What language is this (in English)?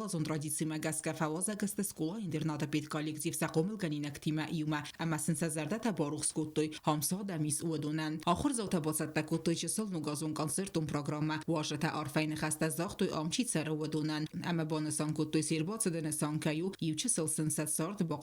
Ossetic